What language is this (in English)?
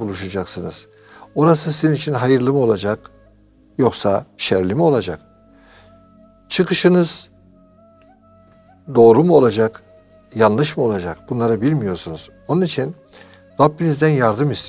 Turkish